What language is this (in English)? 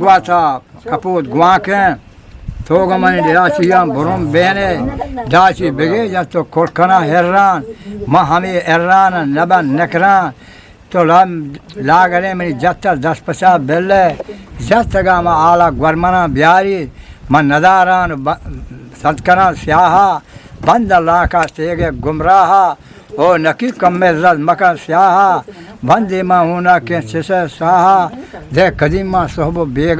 Eastern Balochi